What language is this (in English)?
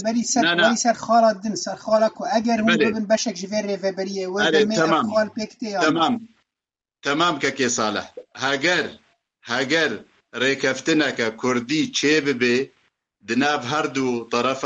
Kurdish